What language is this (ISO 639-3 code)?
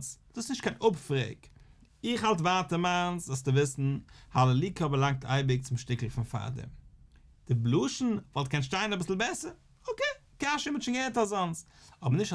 yid